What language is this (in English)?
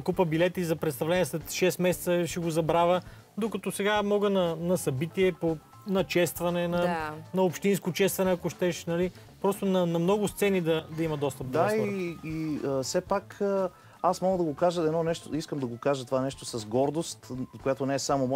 Bulgarian